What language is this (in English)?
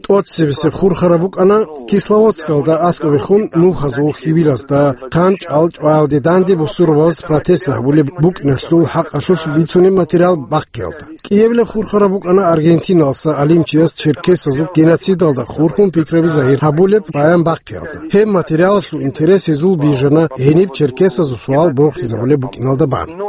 Avaric